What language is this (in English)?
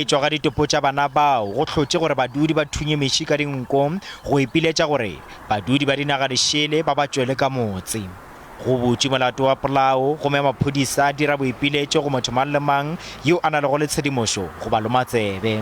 Northern Sotho